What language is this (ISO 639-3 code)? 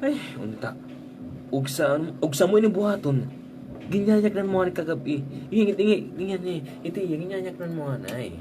war